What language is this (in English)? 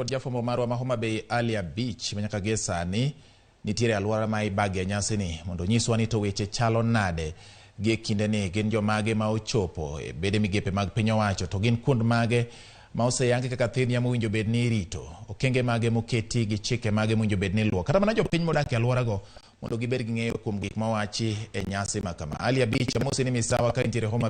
Luo (Kenya and Tanzania)